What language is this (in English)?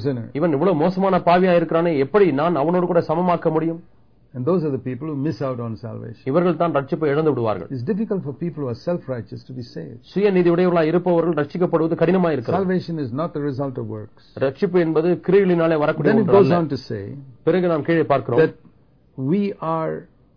Tamil